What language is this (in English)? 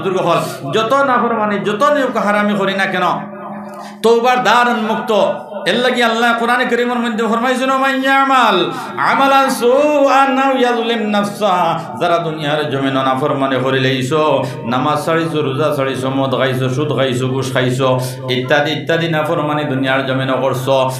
Sylheti